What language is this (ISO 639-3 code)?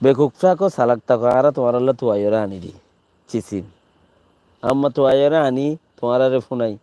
rhg